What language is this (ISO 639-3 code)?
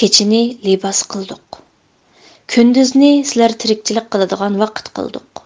uig